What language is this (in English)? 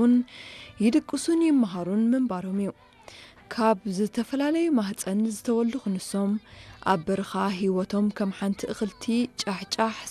Tigrinya